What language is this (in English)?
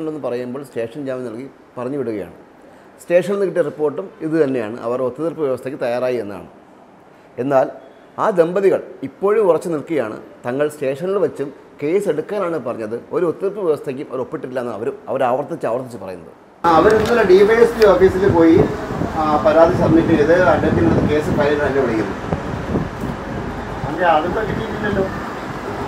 Malayalam